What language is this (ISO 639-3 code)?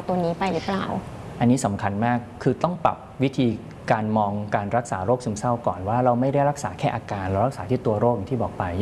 tha